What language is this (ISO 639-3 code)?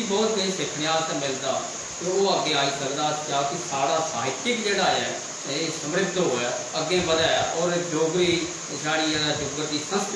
doi